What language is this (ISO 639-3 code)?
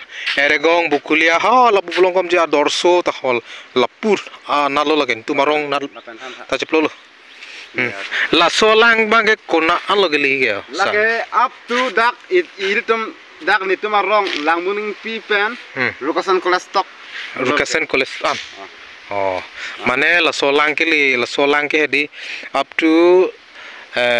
mjw